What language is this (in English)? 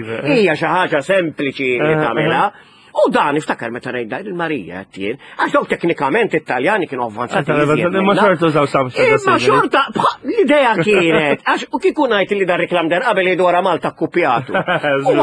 Maltese